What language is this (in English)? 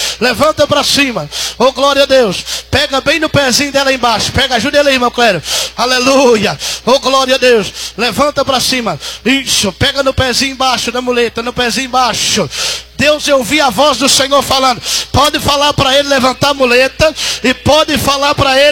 Portuguese